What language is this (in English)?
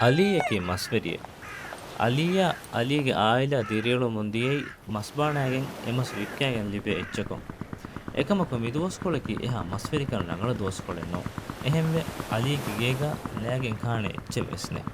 Divehi